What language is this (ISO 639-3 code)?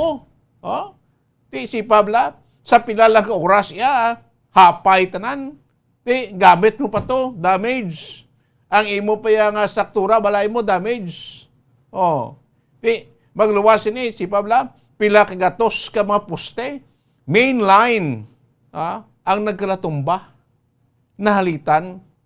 hil